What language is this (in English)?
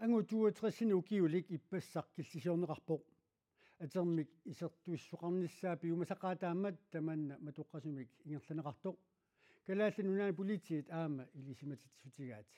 Kalaallisut